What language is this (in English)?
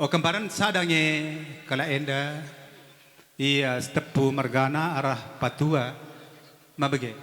Batak Karo